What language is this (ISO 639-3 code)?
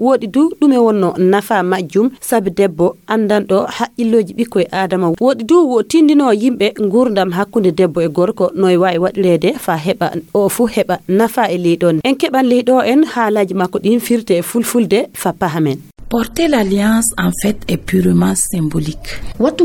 ful